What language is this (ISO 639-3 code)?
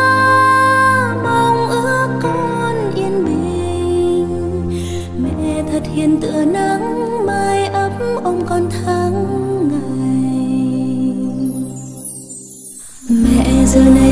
vie